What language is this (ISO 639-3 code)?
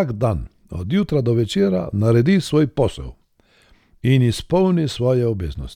slv